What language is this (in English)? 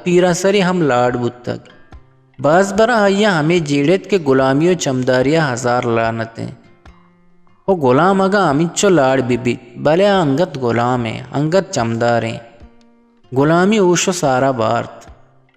Eastern Balochi